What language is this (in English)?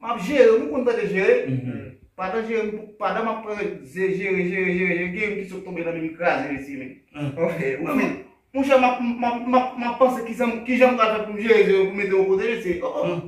Haitian Creole